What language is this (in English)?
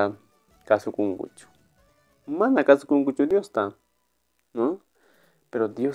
Quechua